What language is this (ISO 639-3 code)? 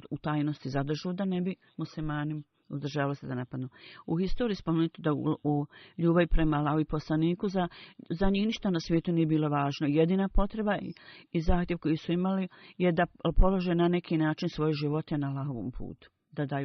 bos